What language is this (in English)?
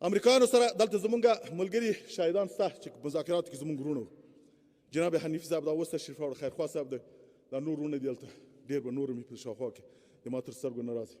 Pashto